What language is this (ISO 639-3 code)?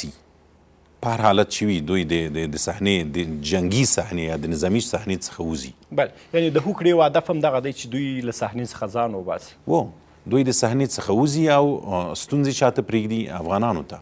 pus